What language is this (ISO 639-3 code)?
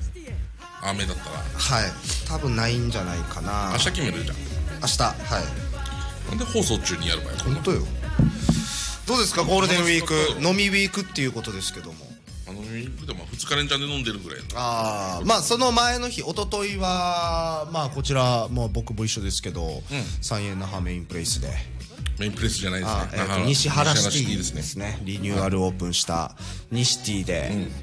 jpn